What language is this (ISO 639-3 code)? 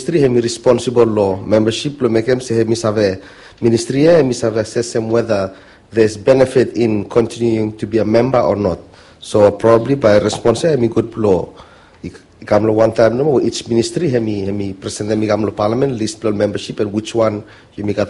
bis